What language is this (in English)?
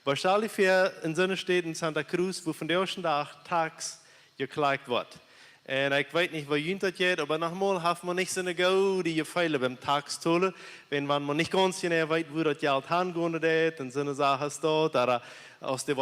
Plautdietsch